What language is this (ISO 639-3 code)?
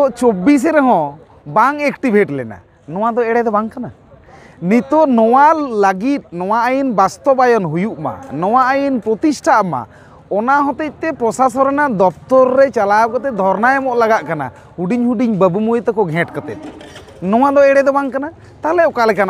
sat